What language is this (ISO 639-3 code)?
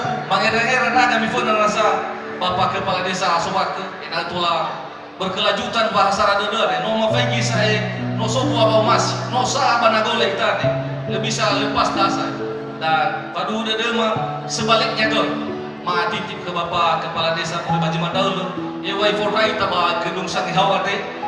nia